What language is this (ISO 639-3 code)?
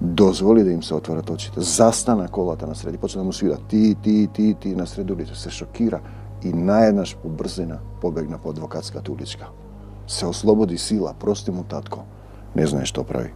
mkd